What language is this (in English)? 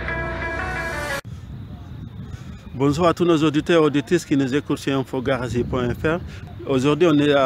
French